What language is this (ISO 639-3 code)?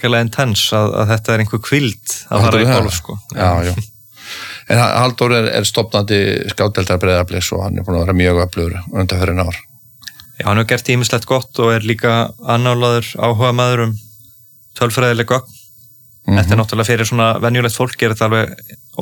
isl